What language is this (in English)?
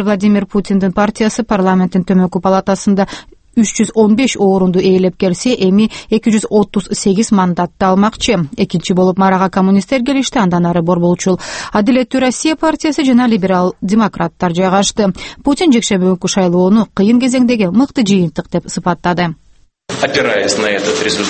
Kyrgyz